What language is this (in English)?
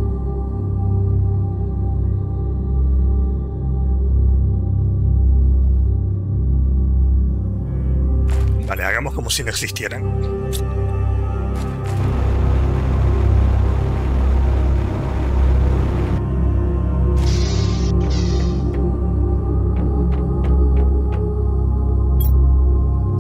Spanish